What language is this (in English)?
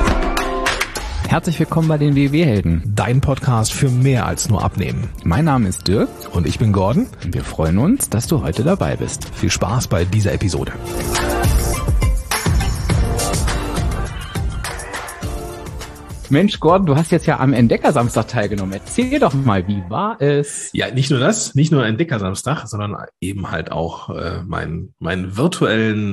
German